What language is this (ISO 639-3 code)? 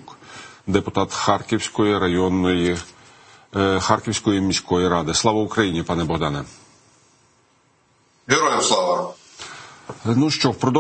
ukr